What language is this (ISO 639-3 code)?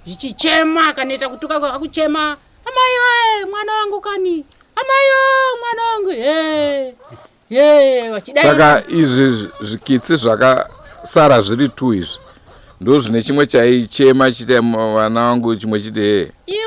sna